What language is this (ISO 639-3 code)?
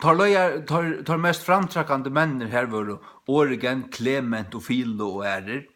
fao